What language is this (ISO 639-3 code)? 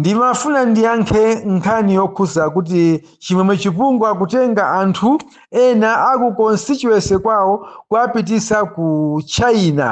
nya